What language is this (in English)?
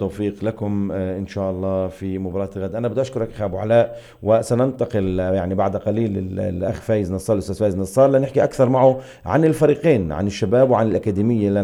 North Levantine Arabic